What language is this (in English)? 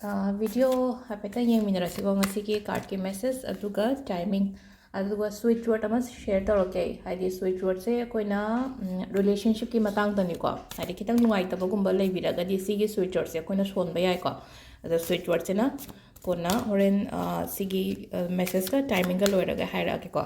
Manipuri